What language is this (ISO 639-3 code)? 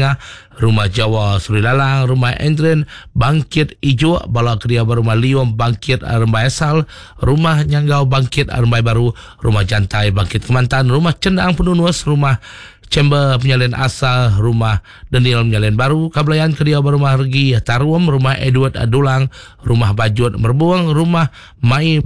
iba